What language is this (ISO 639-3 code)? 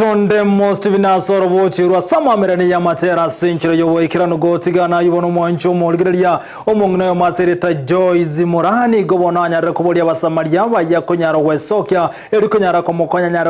guz